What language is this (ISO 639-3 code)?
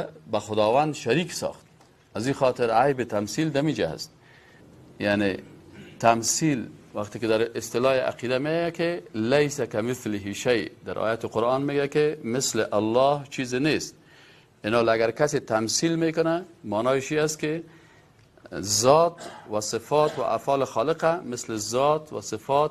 fas